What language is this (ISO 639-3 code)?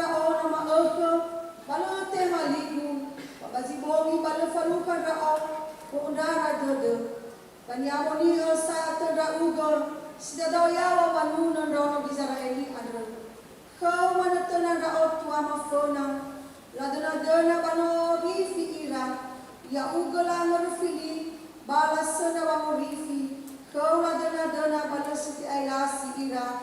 nia